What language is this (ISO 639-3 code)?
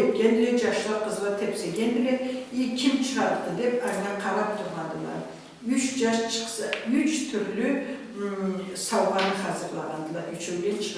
krc